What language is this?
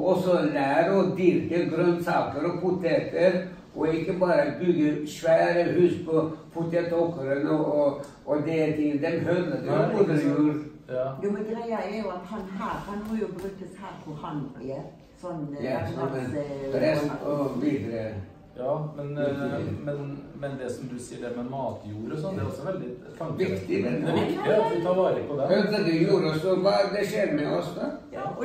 Norwegian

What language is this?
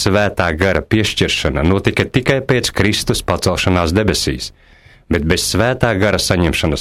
Latvian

